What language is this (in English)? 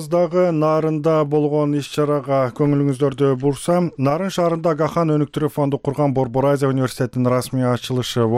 Kyrgyz